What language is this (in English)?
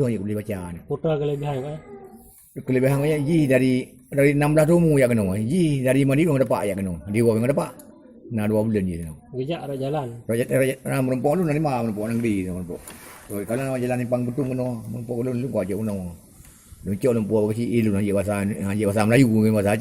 Achinese